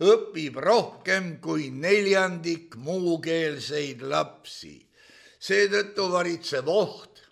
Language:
Estonian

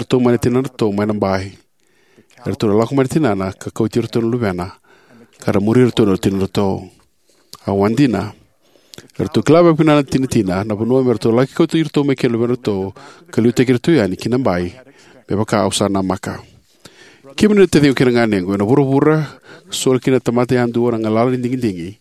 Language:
Fijian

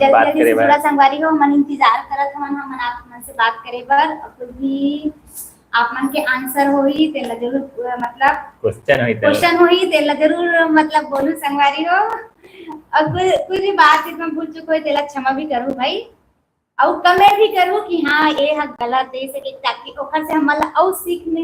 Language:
Chhattisgarhi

